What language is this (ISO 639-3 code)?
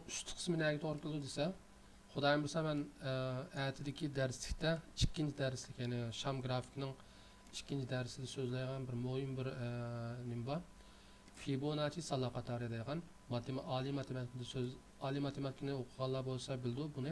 uig